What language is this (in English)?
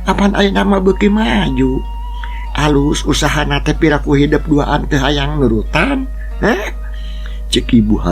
Sundanese